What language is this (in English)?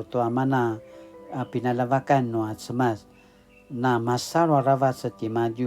Paiwan